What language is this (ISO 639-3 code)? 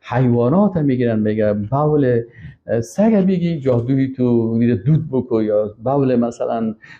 fas